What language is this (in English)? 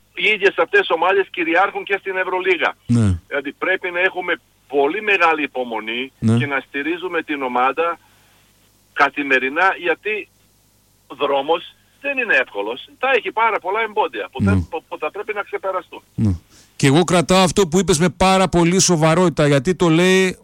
Greek